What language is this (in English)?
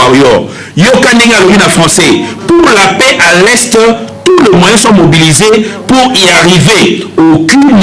Lingala